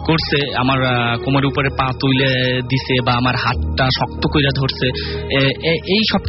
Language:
Bangla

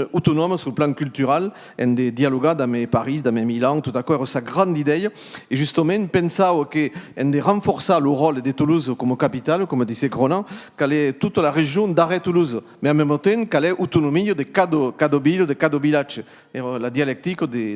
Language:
Occitan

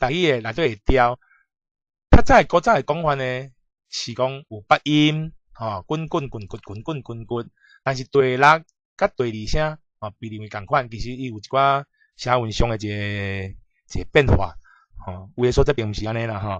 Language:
Min Nan Chinese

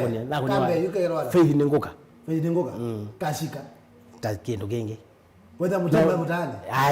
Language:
Kamba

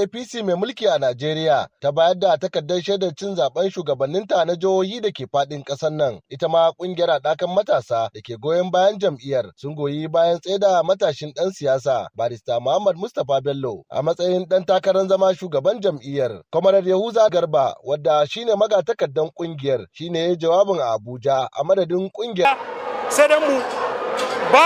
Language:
Hausa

